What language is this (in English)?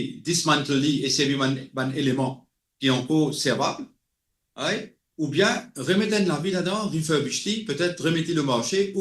Morisyen